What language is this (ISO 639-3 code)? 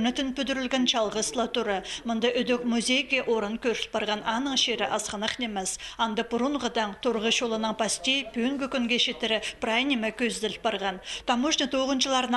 kjh